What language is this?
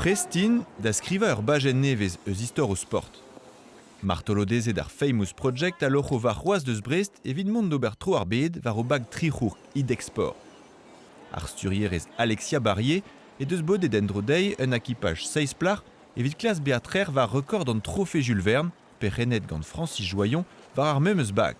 Breton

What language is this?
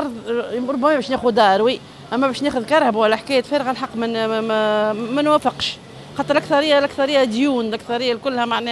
Tunisian Arabic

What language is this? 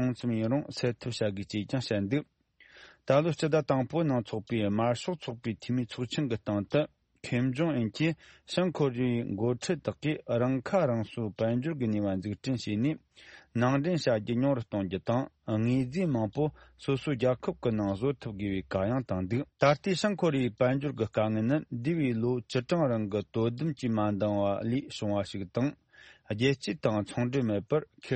Tibetan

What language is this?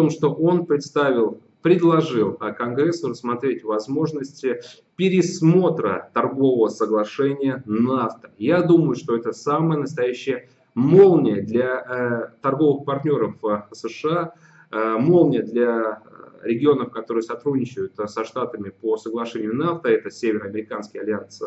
Russian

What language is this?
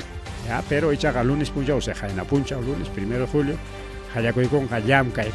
Ayacucho Quechua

